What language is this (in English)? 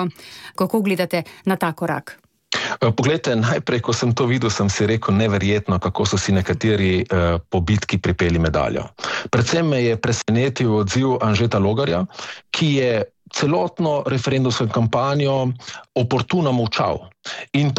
Slovenian